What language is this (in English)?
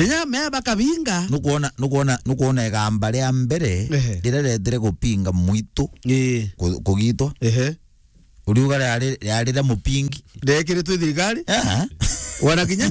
Meru